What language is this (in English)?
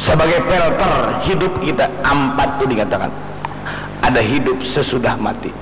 Banjar